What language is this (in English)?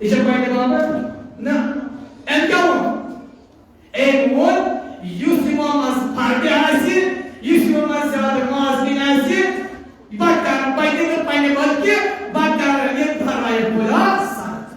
Kashmiri